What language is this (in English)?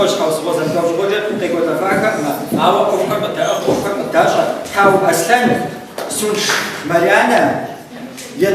Kabardian